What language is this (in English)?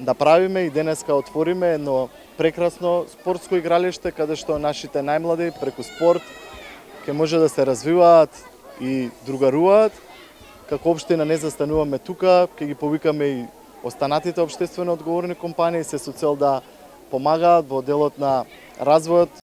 Macedonian